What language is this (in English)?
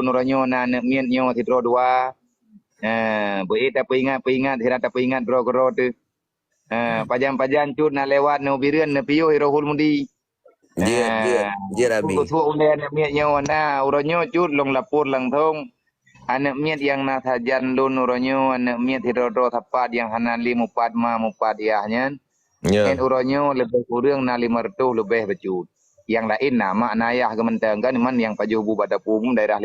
Achinese